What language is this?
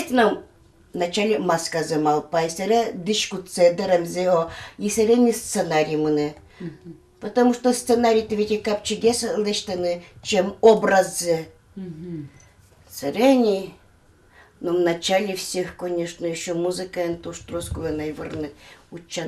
Udmurt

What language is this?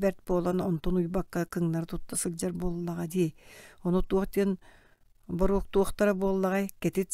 Yakut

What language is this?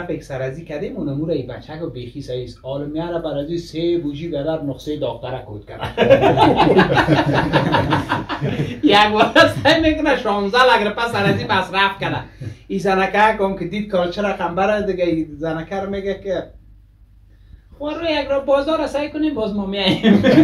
Persian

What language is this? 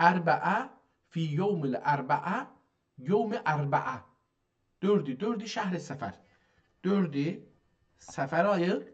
South Azerbaijani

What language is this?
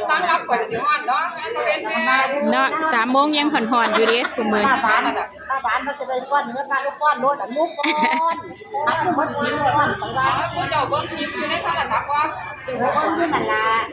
Northeastern Thai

